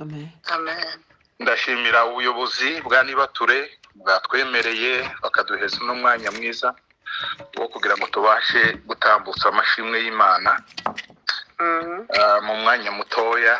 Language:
Kinyarwanda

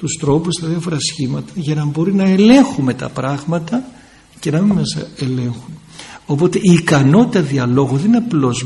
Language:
Greek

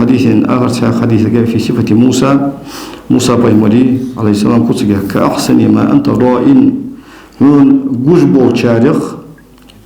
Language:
Ingush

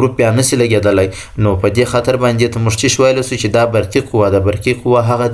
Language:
Pashto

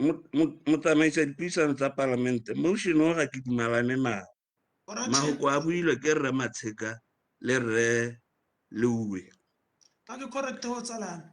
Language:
Tswana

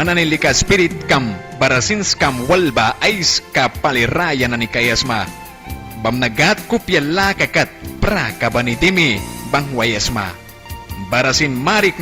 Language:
Mískito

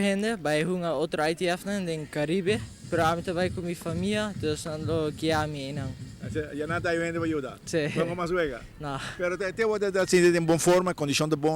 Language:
Papiamento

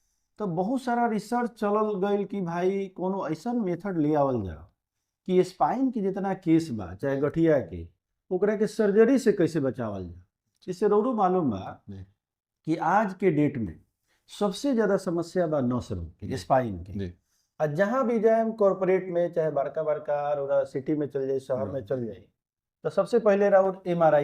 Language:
Bhojpuri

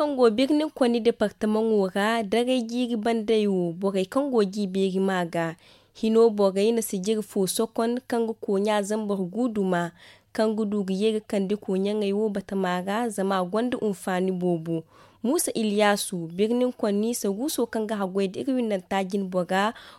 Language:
Zarma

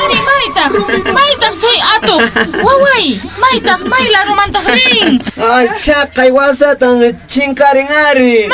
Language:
Quechua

